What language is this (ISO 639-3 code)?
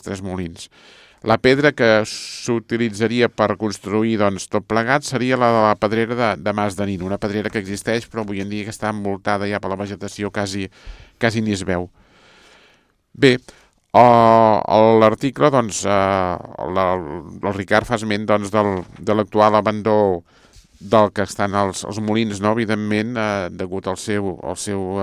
cat